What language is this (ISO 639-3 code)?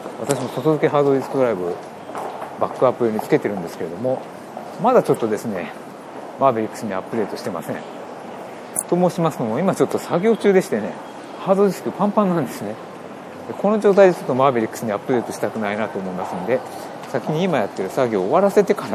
jpn